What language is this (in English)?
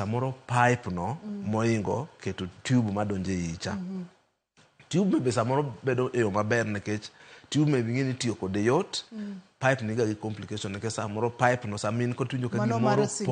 Luo (Kenya and Tanzania)